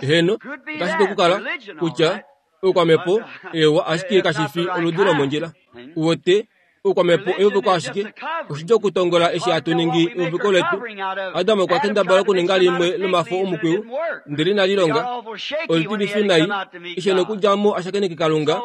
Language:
Kuanyama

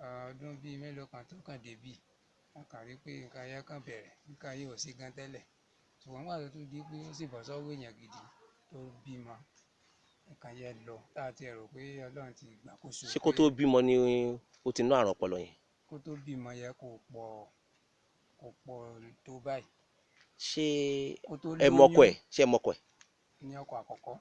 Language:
Yoruba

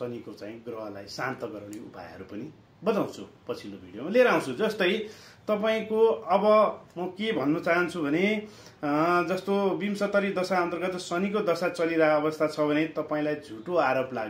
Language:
Nepali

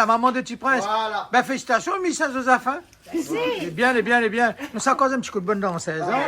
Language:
Réunion Creole French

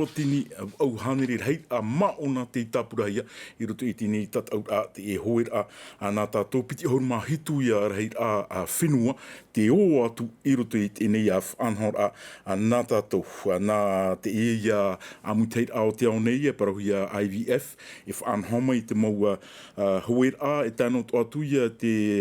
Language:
Tahitian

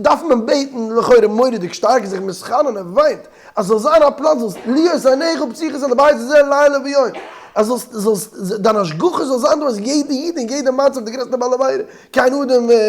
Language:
Yiddish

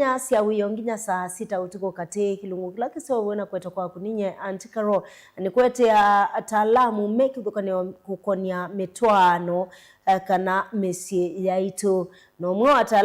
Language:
Kamba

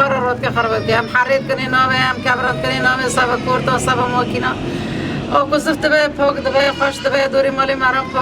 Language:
Kurdish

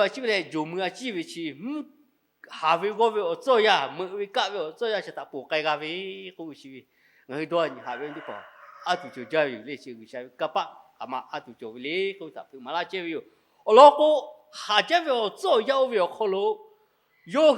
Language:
Lahu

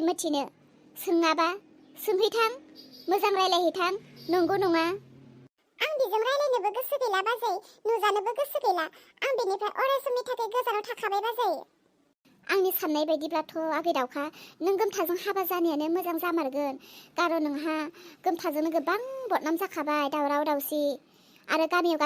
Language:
Bodo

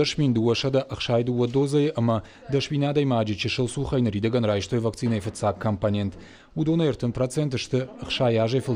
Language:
Ossetic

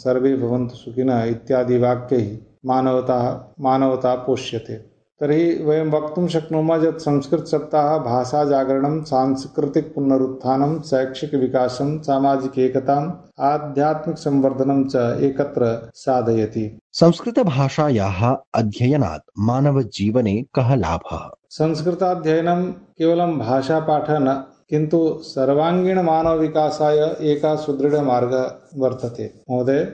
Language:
Sanskrit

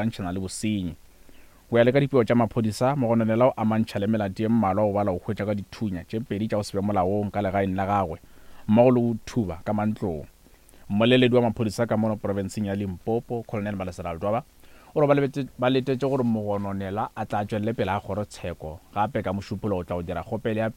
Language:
Northern Sotho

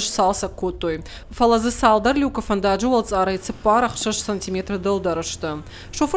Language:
Ossetic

